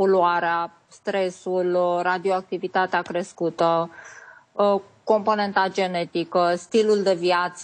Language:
Romanian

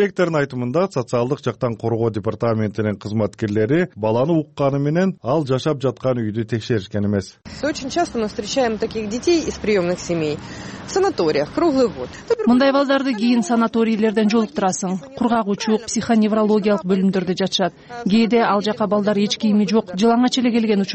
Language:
Kyrgyz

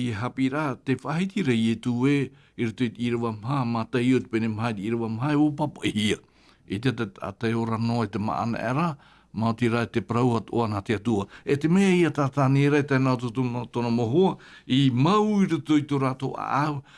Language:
Tahitian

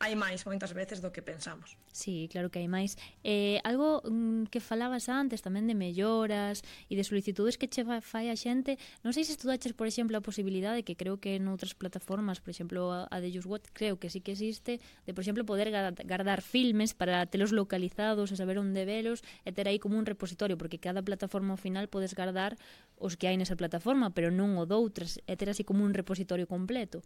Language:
Galician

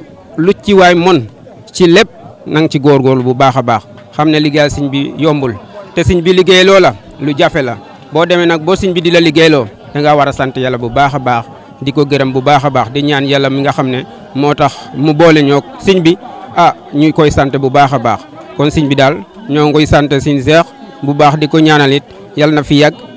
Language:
Wolof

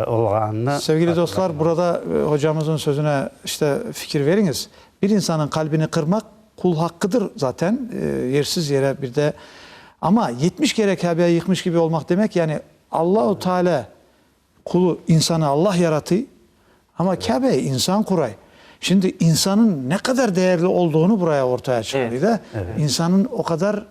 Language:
Crimean Tatar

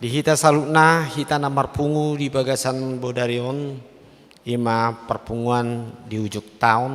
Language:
Batak Toba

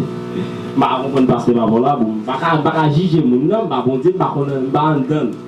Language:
Haitian Creole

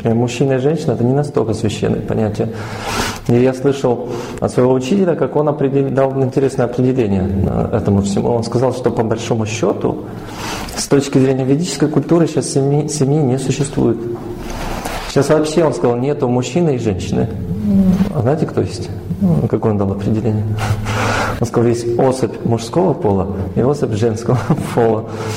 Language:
Russian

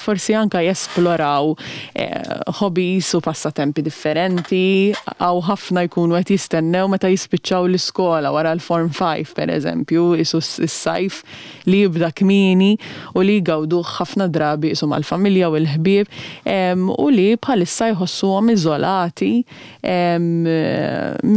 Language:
Maltese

